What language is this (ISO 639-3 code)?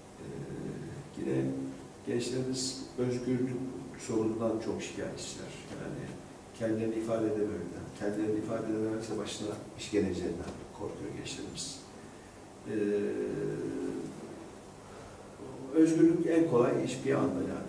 tur